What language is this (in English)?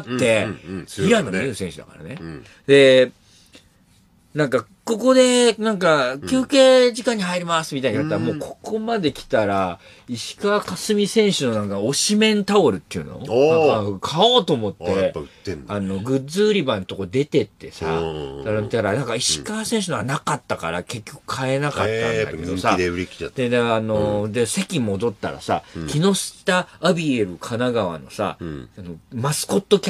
Japanese